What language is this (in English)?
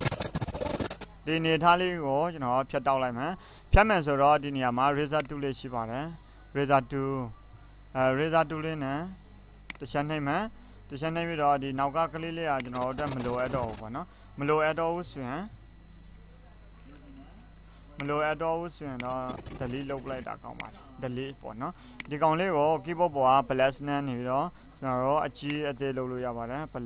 Burmese